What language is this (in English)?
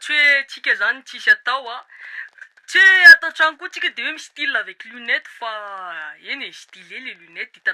Malagasy